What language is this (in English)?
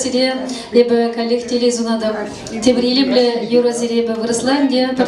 Chuvash